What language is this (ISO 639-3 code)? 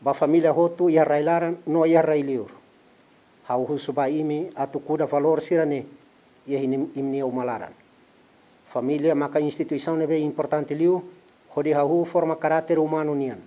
tet